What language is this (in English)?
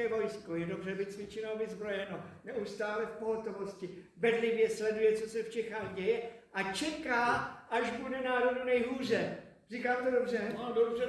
Czech